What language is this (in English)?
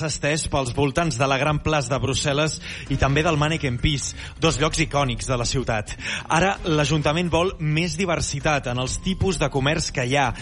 Catalan